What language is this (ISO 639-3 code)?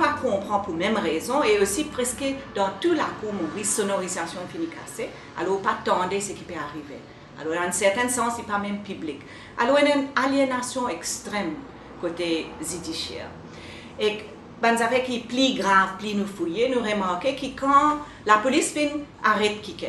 mfe